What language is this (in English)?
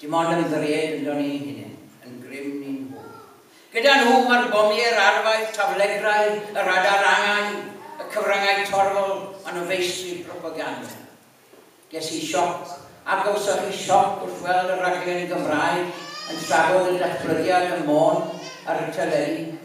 Welsh